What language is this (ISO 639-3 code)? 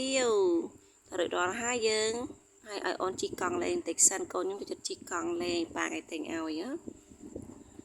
khm